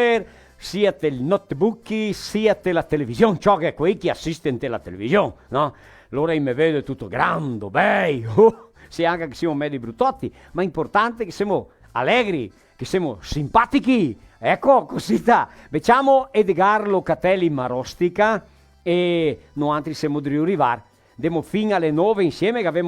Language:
Venetian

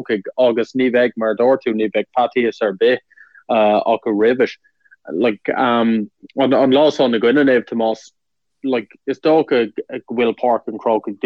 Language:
Irish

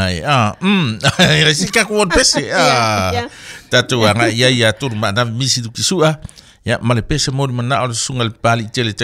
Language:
Samoan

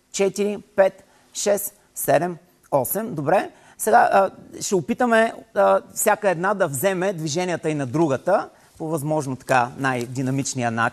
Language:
Bulgarian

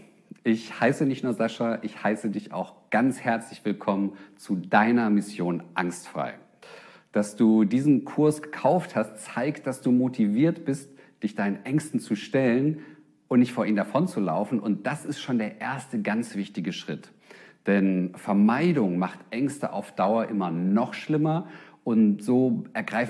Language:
German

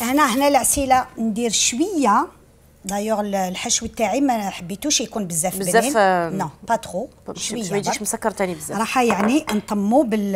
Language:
Algerian Arabic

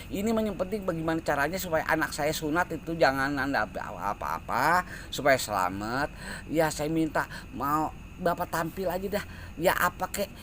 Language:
Betawi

